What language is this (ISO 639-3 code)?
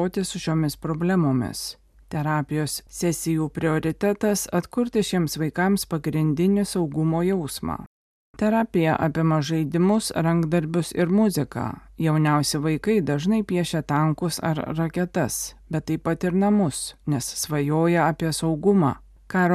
lit